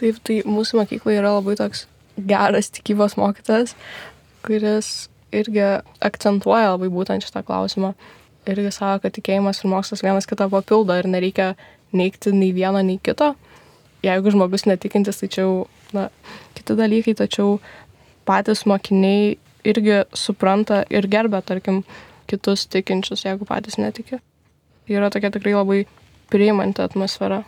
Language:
Lithuanian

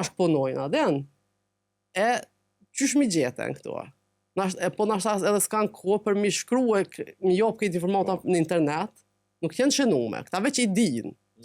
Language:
Albanian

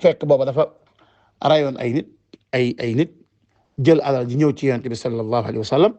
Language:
Wolof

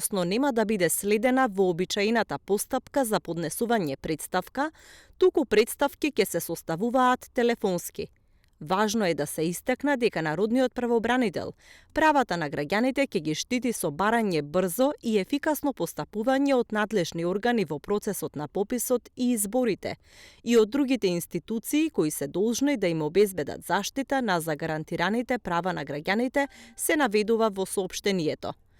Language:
Macedonian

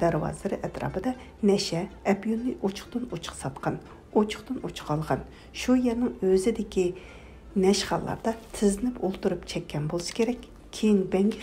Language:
Uyghur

